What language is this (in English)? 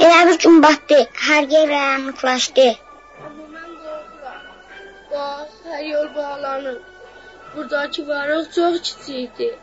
South Azerbaijani